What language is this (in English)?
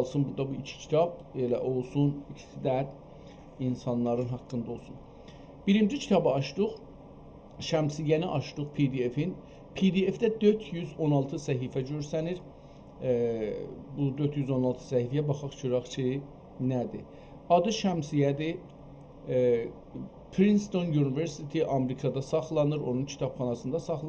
South Azerbaijani